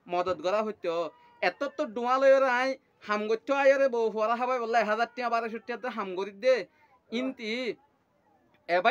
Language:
Rohingya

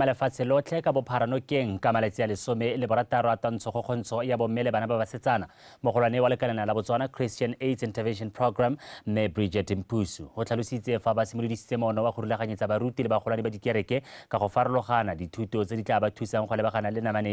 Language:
Tswana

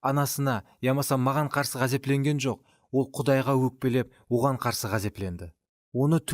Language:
Kara-Kalpak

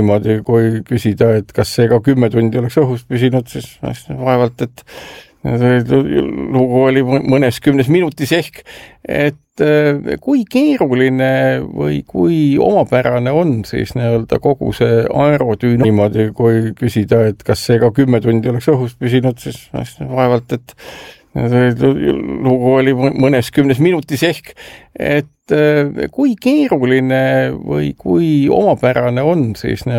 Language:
Estonian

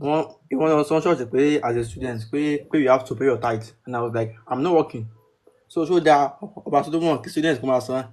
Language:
Yoruba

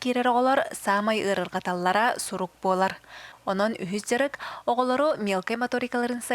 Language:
Yakut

